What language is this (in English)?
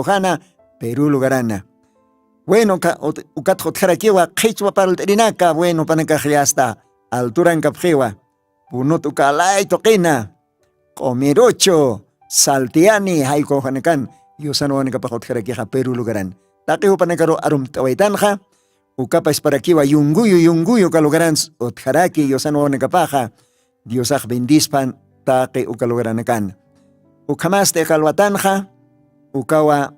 Aymara